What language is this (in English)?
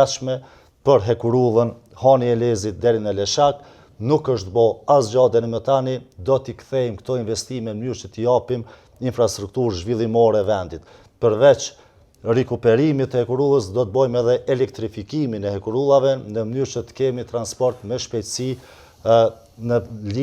Albanian